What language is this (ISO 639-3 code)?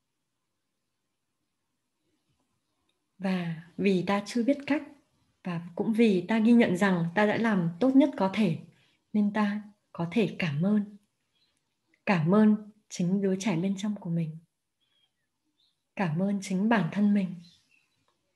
vie